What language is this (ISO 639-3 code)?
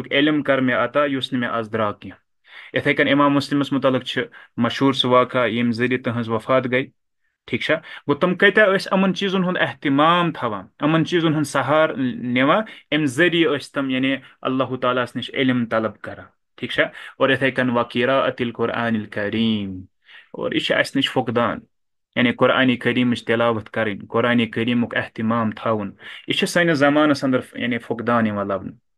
kas